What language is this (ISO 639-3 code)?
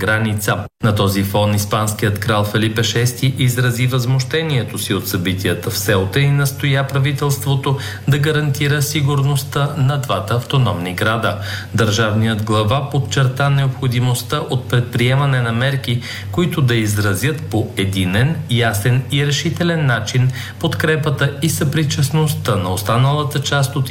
bul